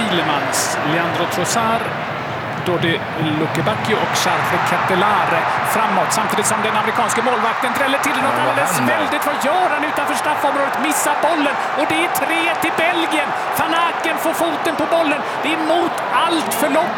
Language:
Swedish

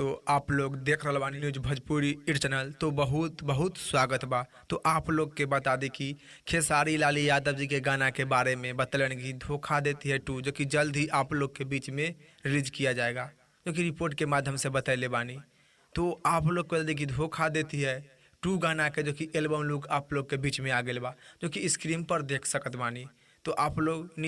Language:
Bhojpuri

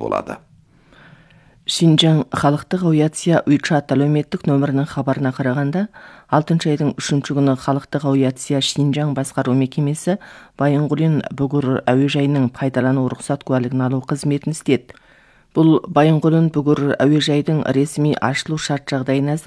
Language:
Kazakh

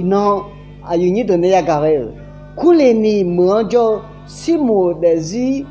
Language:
Akha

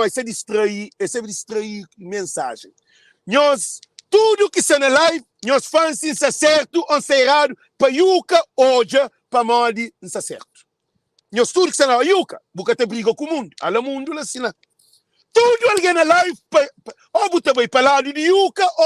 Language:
Kabuverdianu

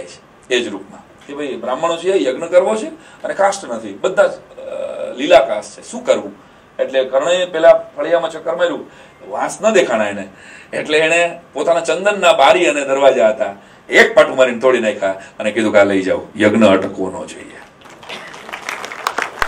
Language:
Gujarati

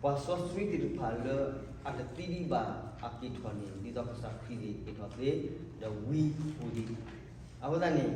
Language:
S'gaw Karen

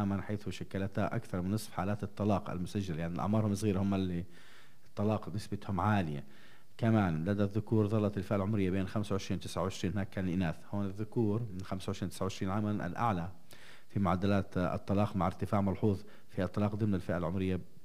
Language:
North Levantine Arabic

